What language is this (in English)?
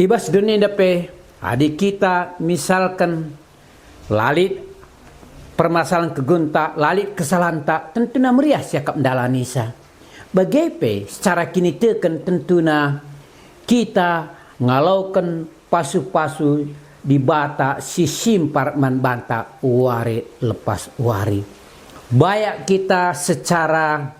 Batak Karo